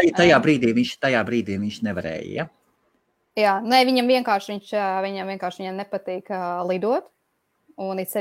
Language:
Latvian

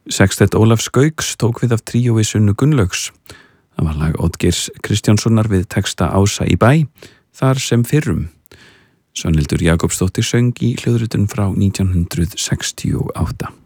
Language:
Icelandic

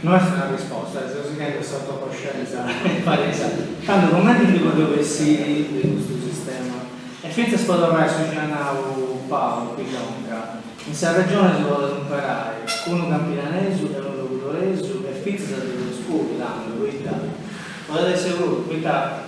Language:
Sardinian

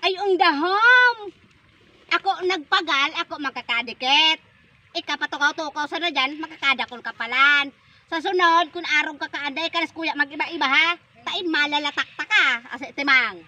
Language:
Bikol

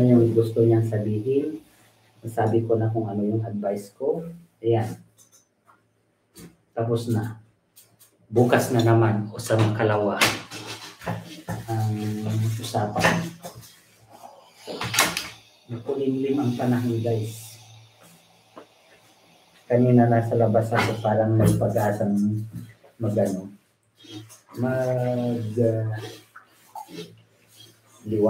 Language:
Filipino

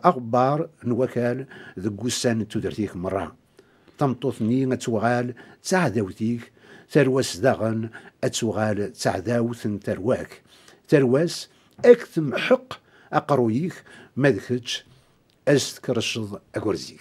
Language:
Kabyle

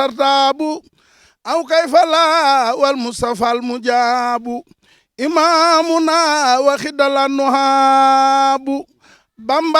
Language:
Wolof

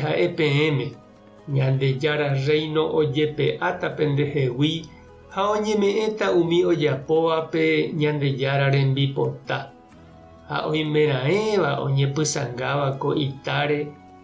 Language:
Guarani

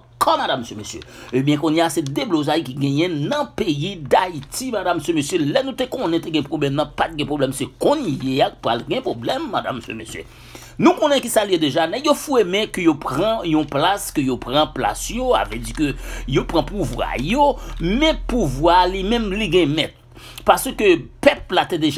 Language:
Haitian Creole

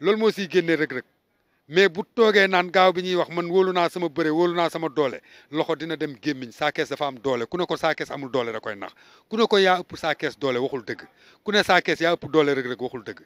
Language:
Wolof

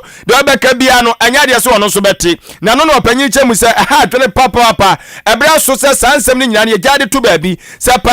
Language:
Akan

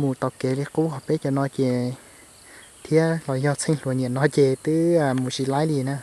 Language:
Hmong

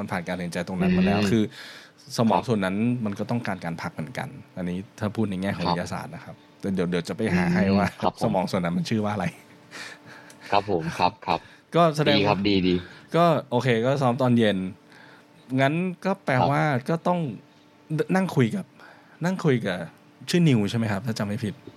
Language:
Thai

